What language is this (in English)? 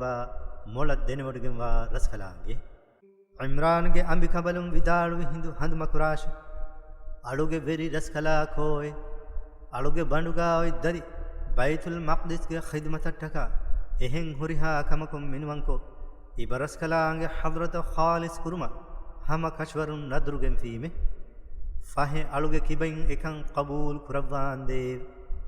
Divehi